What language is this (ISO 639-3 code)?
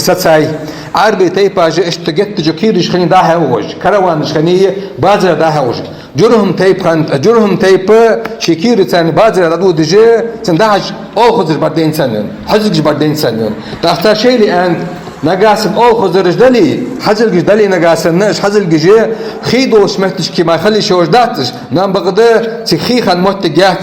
inh